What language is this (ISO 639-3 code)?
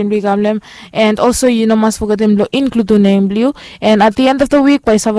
bis